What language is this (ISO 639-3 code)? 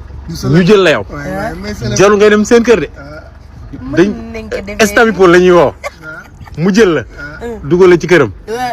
wol